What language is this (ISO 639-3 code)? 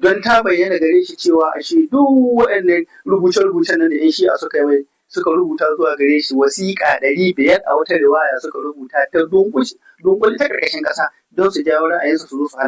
hau